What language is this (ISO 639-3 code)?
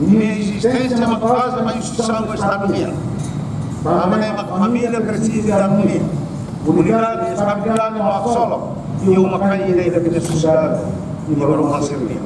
tet